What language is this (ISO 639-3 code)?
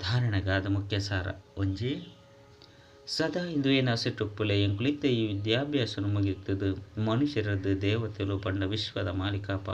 tcy